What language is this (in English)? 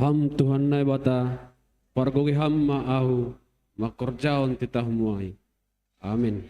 Batak Simalungun